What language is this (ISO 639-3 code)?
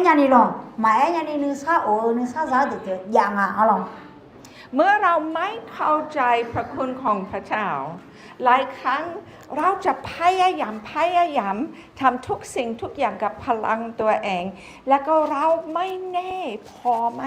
ahk